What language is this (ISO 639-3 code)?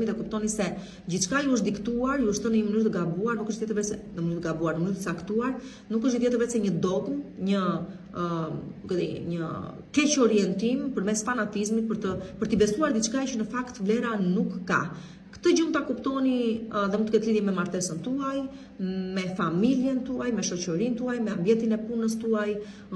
sqi